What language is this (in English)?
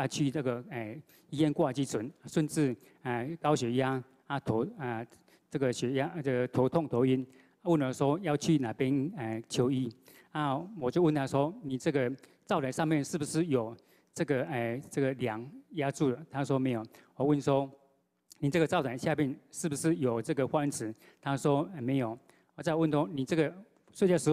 Chinese